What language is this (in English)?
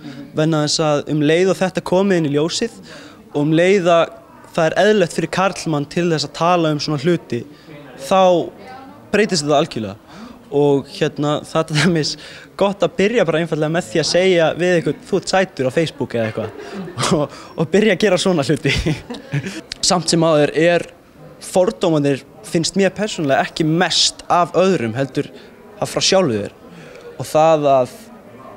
Icelandic